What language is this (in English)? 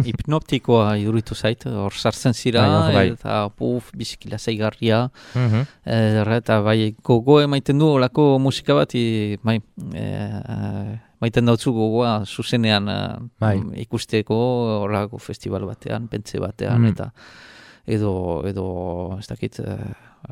Basque